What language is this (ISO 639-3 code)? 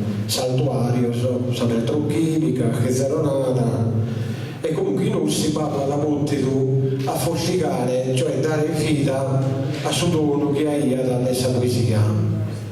srd